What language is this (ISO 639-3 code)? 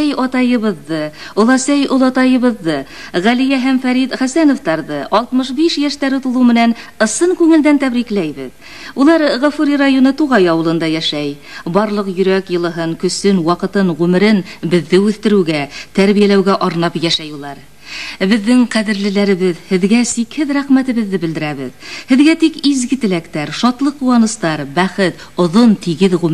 bak